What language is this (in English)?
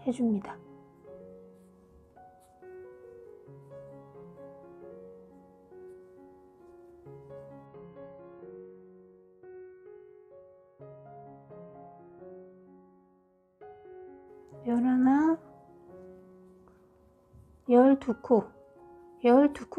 Korean